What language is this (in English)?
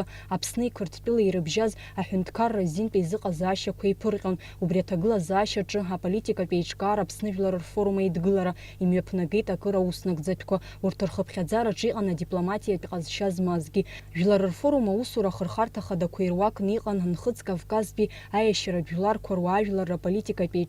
Abkhazian